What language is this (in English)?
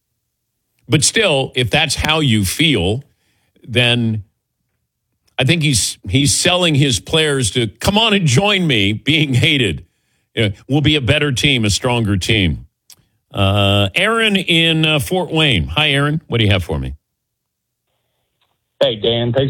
English